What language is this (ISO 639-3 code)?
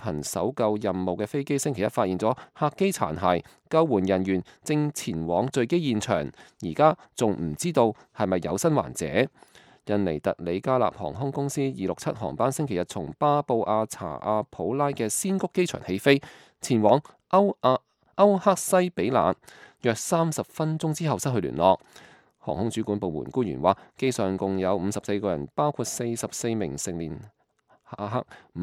yue